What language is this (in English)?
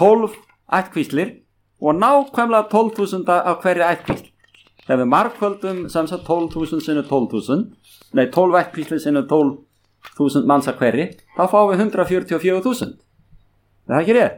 Icelandic